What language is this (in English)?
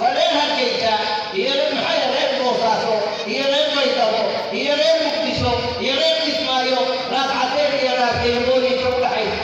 Somali